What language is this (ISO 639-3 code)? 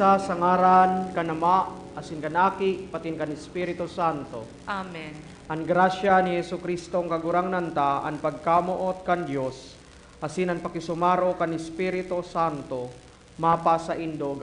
bik